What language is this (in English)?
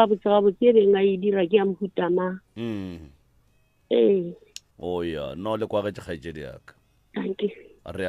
Northern Sotho